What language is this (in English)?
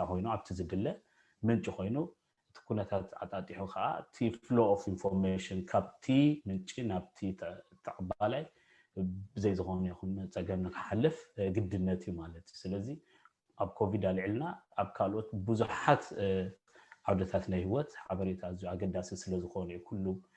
Tigrinya